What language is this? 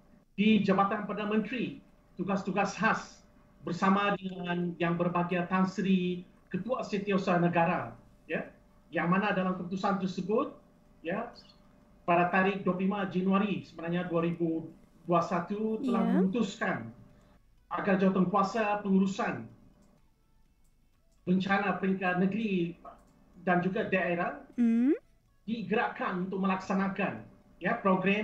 Malay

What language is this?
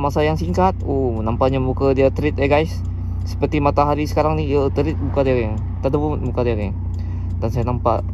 Malay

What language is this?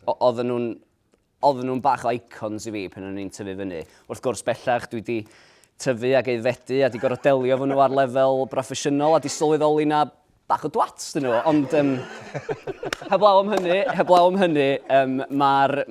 Welsh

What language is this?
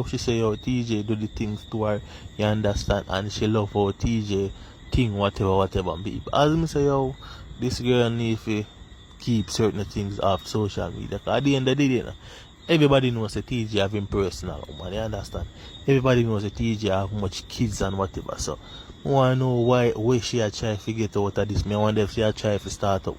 Jamaican Creole English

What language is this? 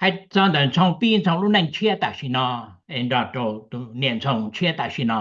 Hmong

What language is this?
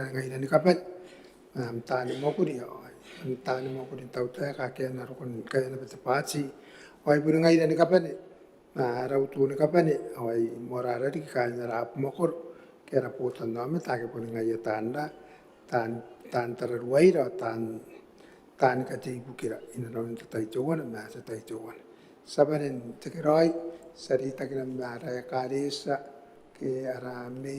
Gilbertese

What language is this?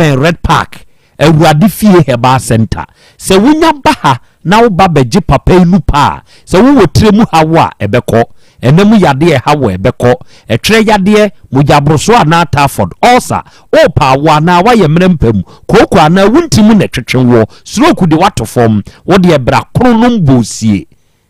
Akan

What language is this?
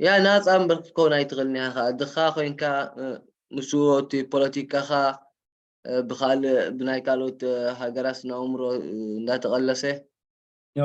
Tigrinya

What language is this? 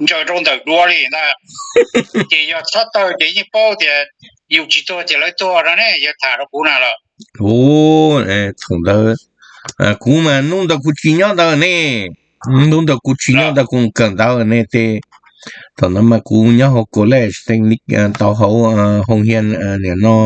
Hmong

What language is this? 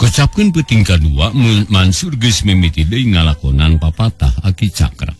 Sundanese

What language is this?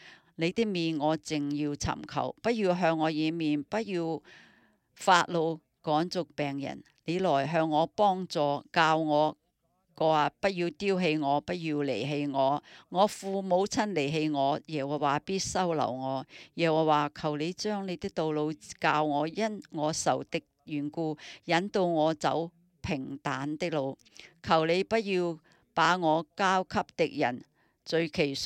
Cantonese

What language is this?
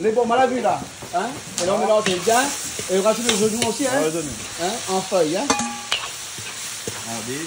Réunion Creole French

